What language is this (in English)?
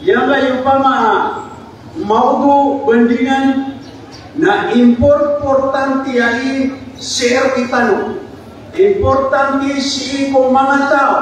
Maranao